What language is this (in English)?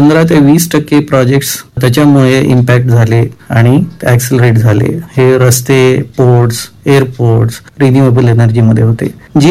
Marathi